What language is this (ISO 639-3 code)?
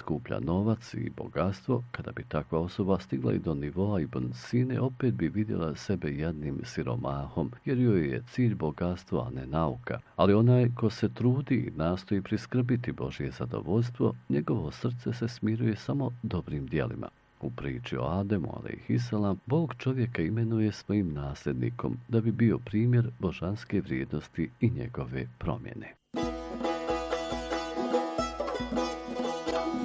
bos